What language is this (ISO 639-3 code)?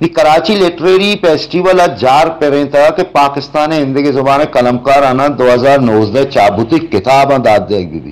bal